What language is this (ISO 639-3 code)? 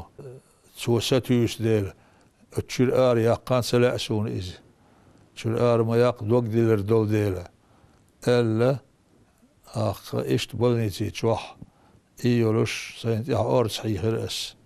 che